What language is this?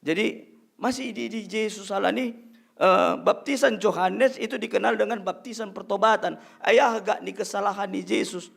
Batak Simalungun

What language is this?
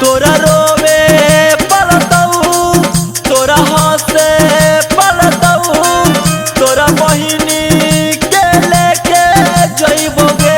Magahi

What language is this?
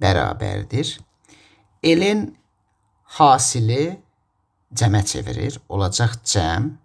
Azerbaijani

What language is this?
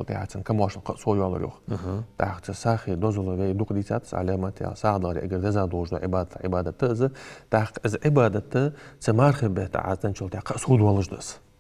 Ingush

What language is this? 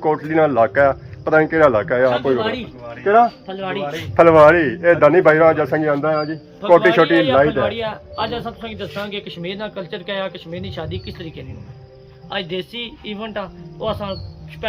Pahari-Potwari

